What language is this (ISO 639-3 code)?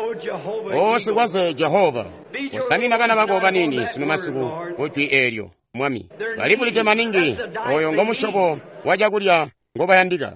toi